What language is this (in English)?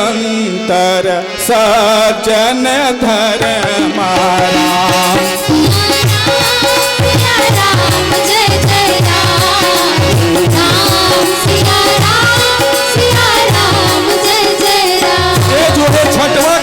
Chhattisgarhi